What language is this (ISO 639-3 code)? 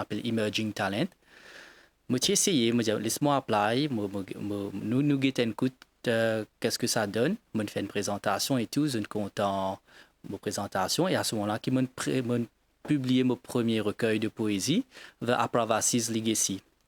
mfe